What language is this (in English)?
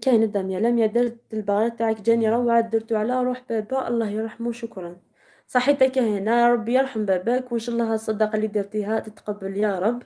Algerian Arabic